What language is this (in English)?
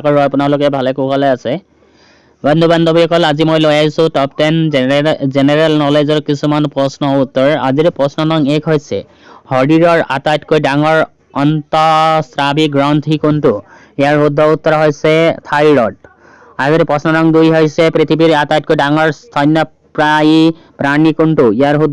Assamese